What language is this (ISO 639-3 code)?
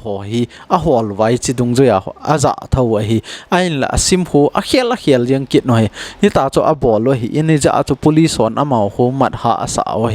tcz